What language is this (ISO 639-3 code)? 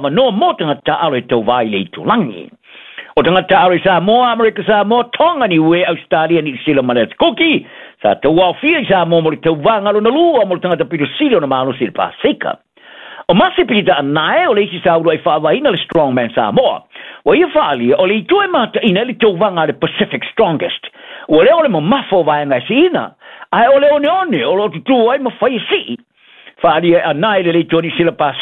smo